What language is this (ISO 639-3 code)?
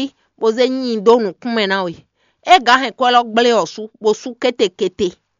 fon